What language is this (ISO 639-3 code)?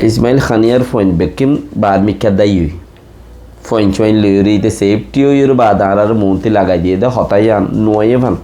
rhg